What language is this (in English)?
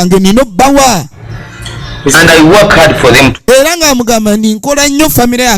Ganda